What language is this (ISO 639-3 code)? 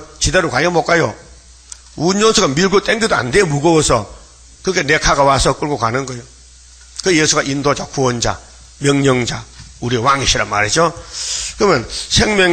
kor